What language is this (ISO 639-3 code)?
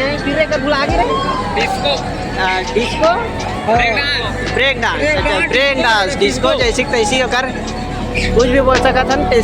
hne